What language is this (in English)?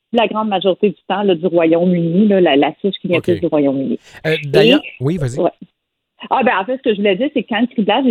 French